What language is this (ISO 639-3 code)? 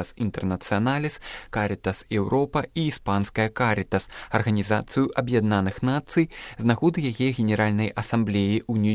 bel